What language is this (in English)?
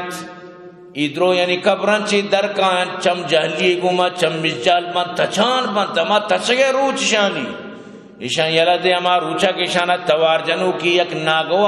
Eastern Balochi